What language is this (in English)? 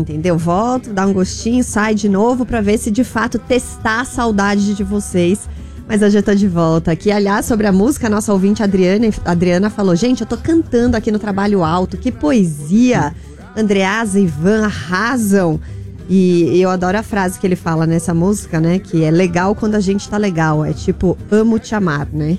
Portuguese